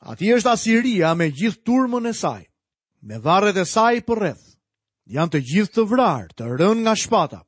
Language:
Albanian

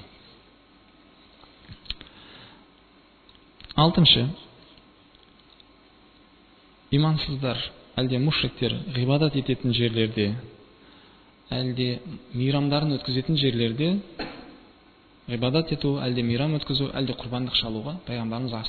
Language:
Kazakh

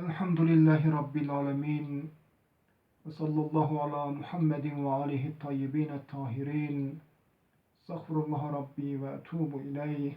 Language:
Zaza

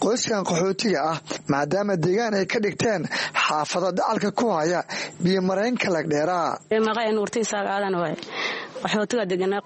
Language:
Somali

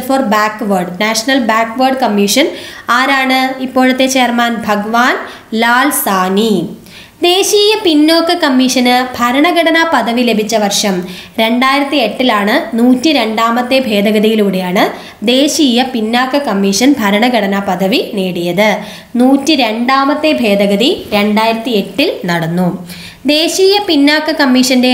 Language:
Malayalam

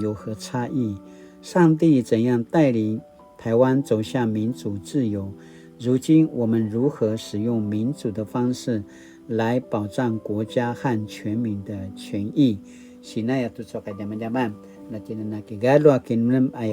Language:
Paiwan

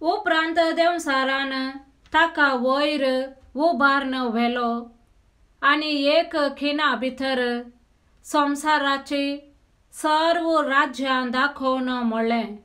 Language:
Konkani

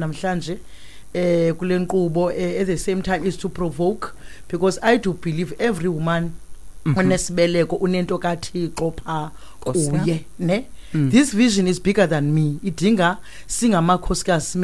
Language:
Xhosa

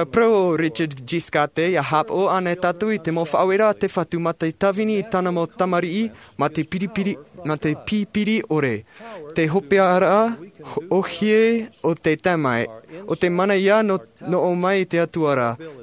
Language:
Tahitian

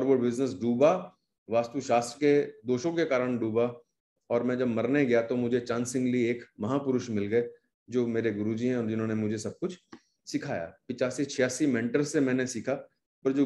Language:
Hindi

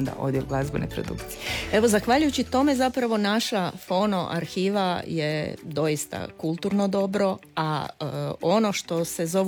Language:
Croatian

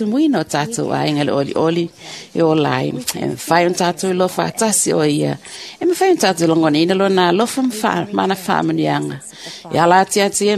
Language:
Samoan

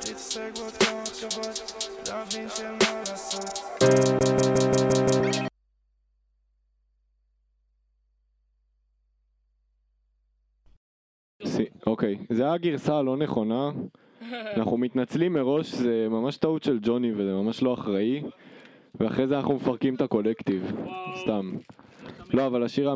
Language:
Hebrew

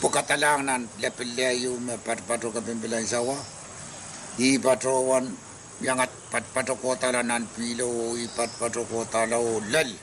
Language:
Pohnpeian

